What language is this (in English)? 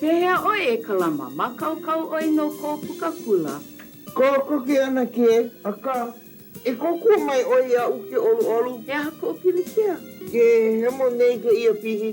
Hawaiian